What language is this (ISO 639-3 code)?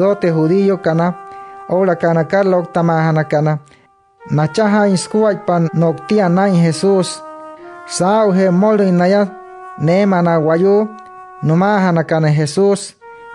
guc